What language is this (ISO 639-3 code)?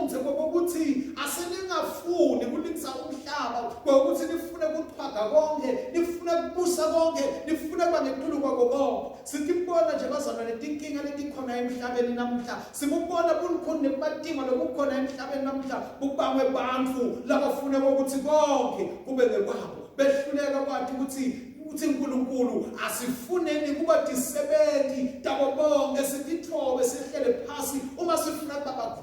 ssw